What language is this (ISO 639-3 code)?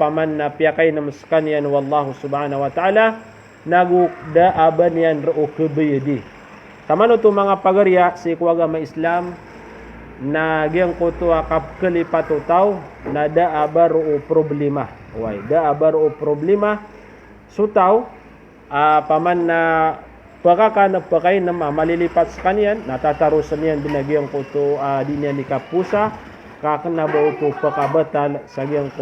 mrw